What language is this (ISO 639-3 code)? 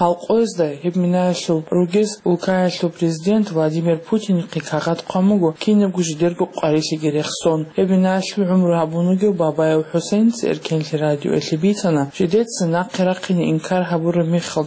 ava